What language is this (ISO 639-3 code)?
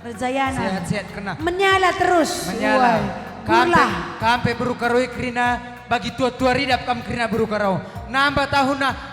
btx